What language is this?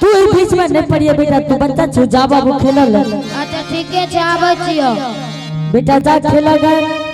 Angika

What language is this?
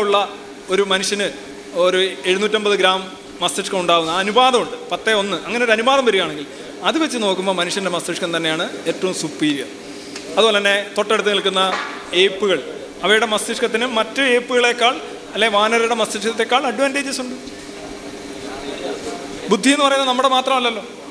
Malayalam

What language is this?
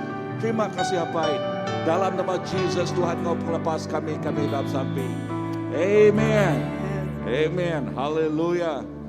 Iban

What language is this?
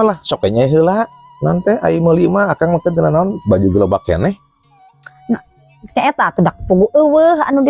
Sundanese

